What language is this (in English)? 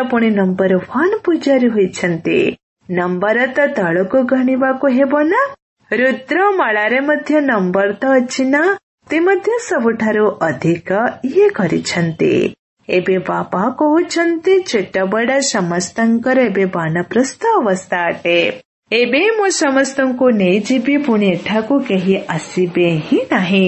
Odia